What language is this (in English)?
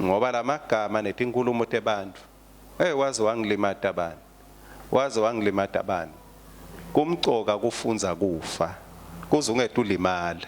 Swati